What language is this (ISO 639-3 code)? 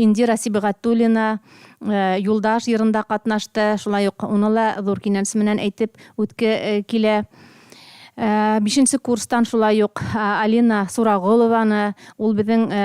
bak